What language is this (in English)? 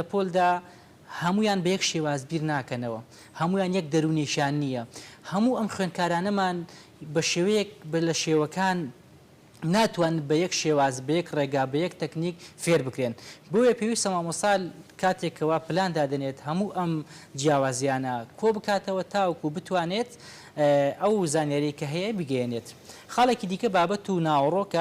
Central Kurdish